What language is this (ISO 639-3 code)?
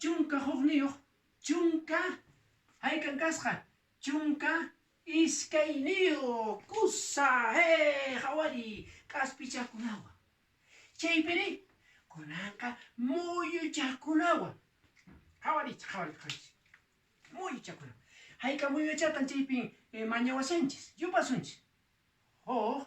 que